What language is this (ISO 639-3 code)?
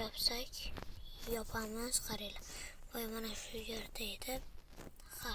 uzb